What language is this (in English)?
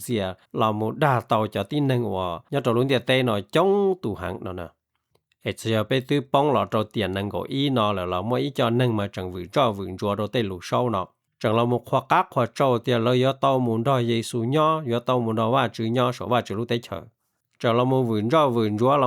Hmong